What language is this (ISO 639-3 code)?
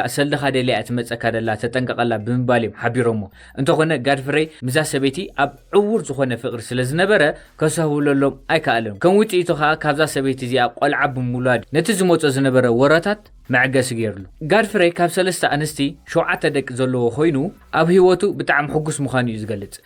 tir